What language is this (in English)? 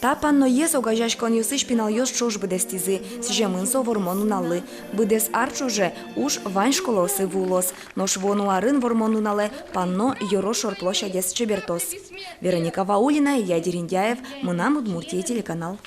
Udmurt